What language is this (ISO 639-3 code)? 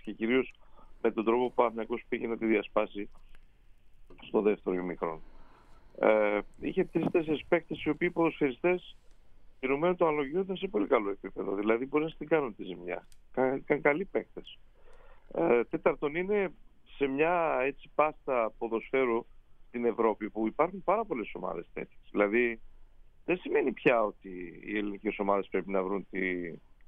ell